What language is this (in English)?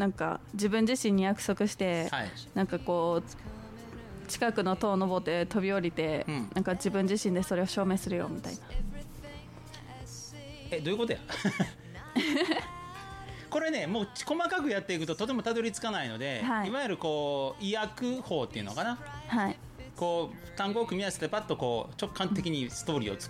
Japanese